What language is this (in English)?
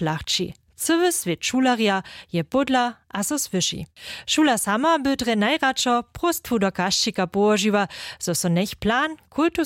Upper Sorbian